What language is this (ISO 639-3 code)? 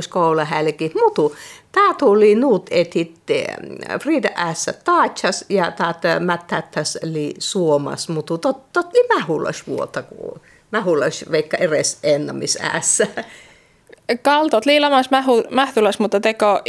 fin